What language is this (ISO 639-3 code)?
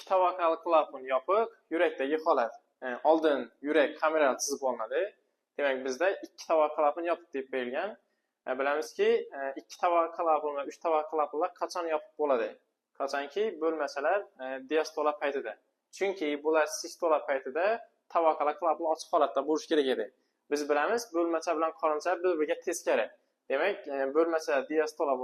uzb